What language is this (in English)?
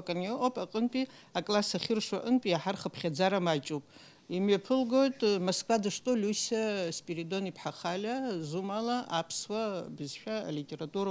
Abkhazian